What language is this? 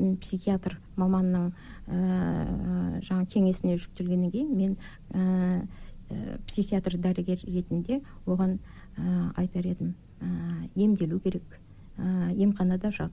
Kazakh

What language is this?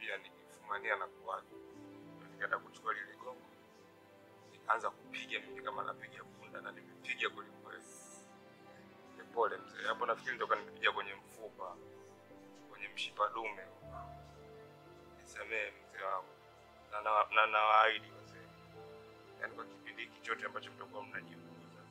Swahili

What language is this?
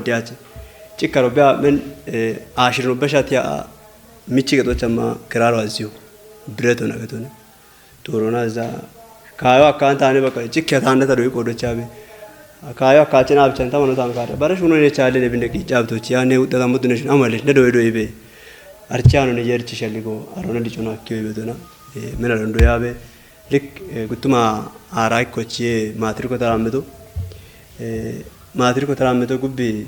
Kafa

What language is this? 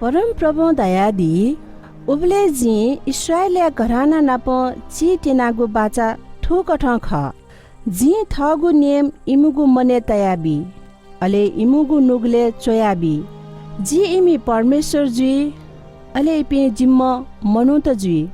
Newari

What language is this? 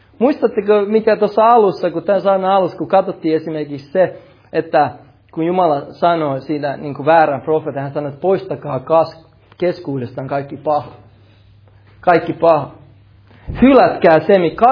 Finnish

